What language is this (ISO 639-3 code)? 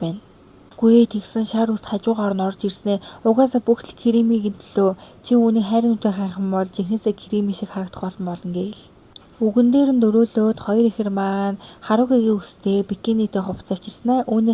mon